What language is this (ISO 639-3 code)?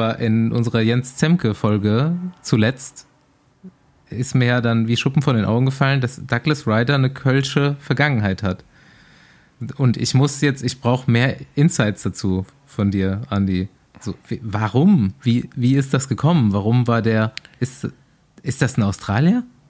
deu